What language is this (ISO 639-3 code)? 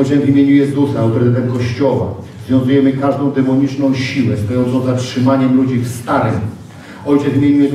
pol